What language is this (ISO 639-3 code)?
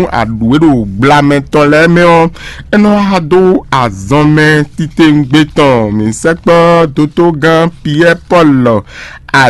fon